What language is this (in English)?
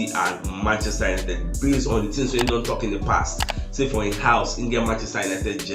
Nigerian Pidgin